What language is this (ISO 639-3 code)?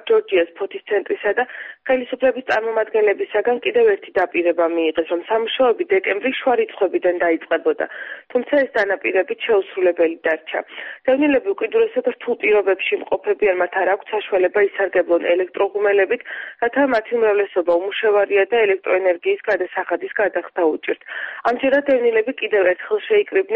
kat